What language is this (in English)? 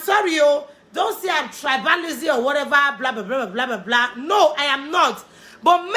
Nigerian Pidgin